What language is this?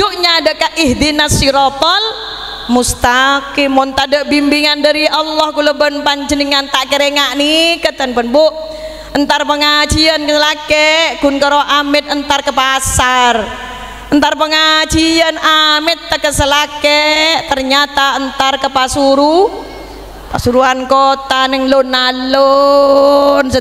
Madurese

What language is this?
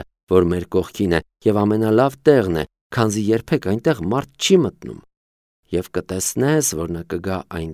Armenian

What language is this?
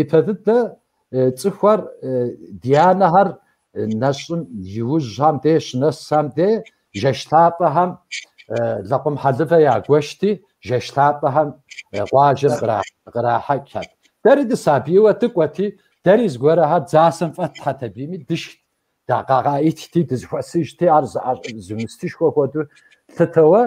Kabardian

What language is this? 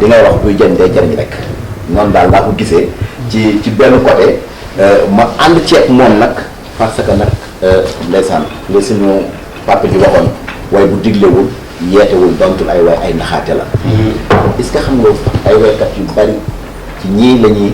Wolof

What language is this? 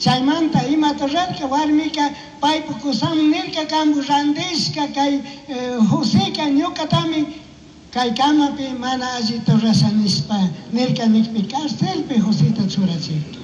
Chimborazo Highland Quichua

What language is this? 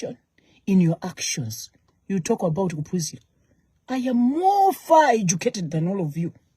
Nyanja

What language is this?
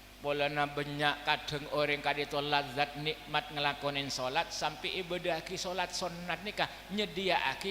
Madurese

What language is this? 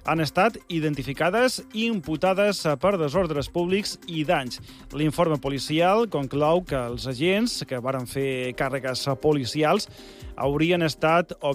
Catalan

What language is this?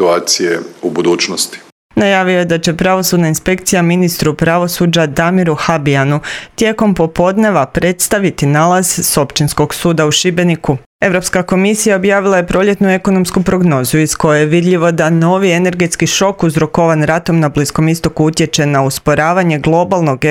Croatian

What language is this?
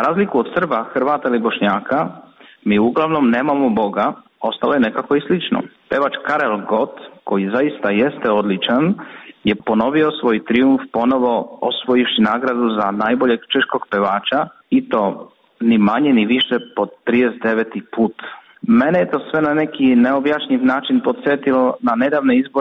Serbian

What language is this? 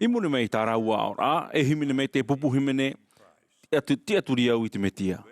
Tahitian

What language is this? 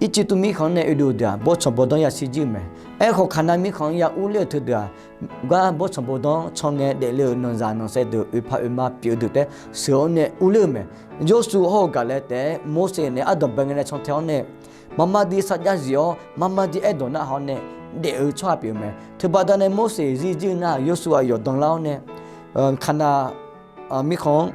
Akha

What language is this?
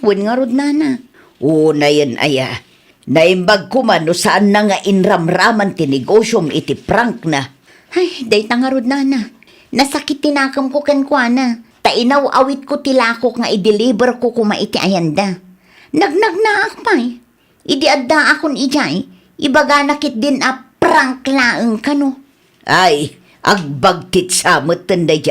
Iloko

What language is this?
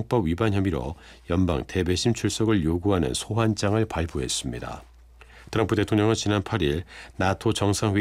Korean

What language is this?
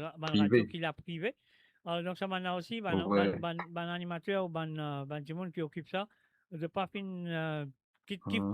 Morisyen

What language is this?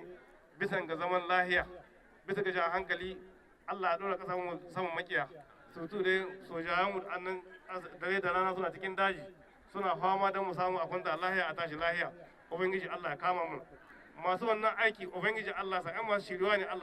Hausa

